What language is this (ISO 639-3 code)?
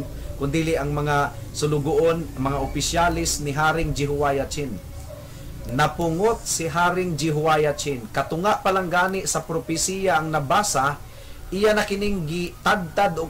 ceb